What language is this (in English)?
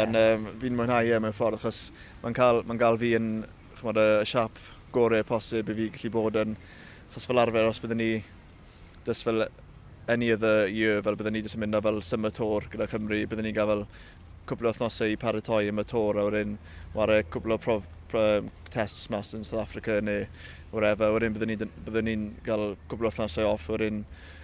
Welsh